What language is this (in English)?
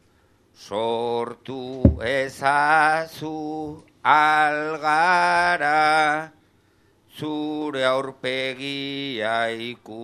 Basque